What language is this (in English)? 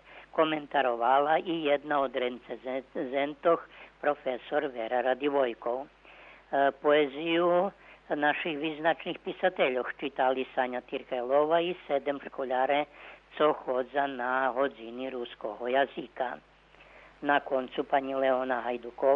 Rusyn